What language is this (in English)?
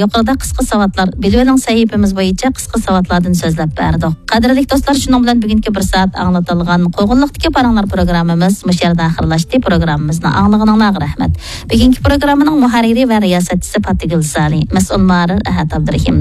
Uyghur